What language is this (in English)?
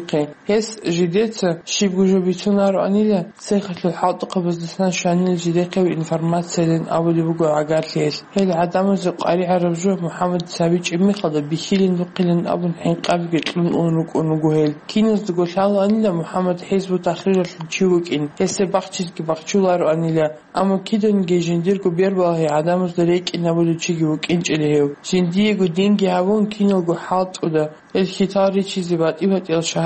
Avaric